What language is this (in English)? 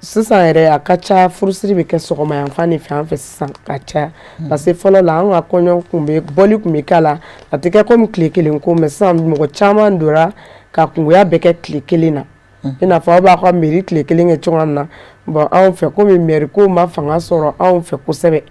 Bambara